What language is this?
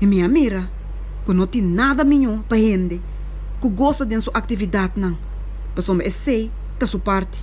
Papiamento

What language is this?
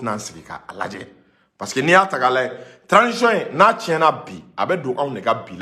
Bambara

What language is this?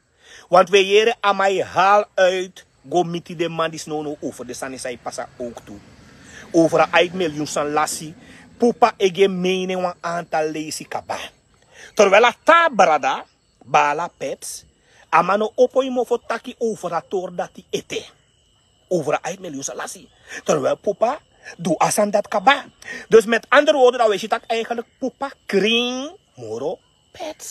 Sranan Tongo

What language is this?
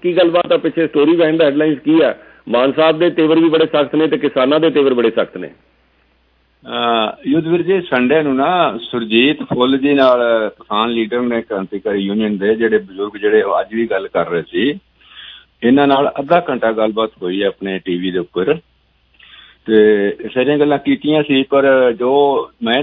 Punjabi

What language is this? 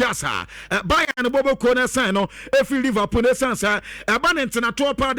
Akan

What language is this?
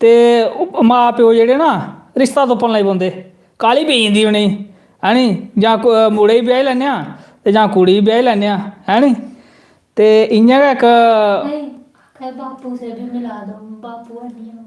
Dogri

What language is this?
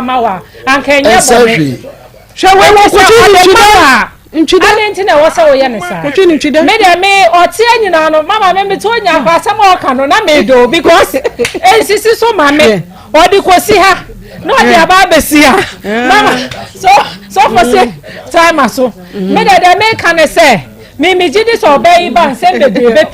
Akan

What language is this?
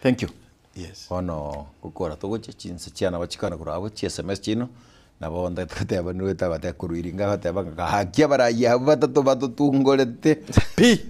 Gusii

